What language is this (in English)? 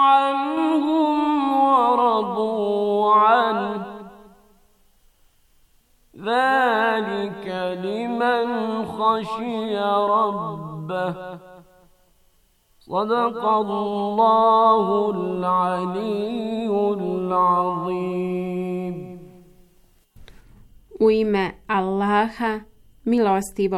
Bosnian